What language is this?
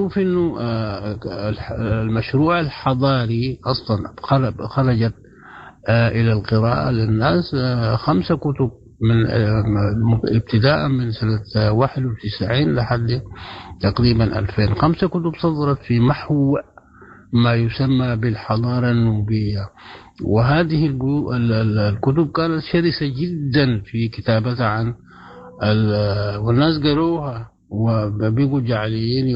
Sudanese Arabic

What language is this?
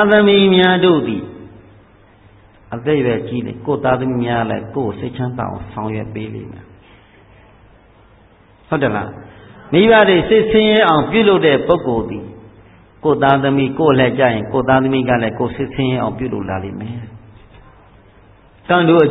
Burmese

